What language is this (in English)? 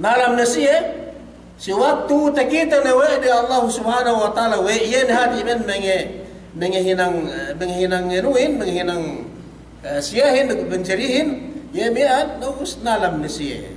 Yakan